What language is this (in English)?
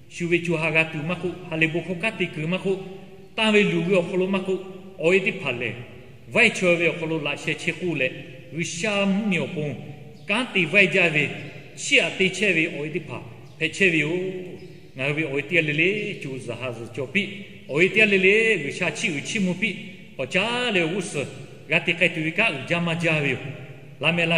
Lahu